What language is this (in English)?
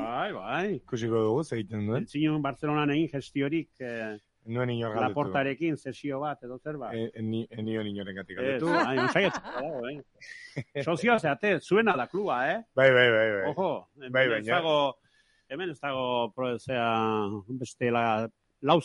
Basque